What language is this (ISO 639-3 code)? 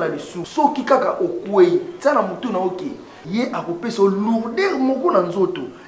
lin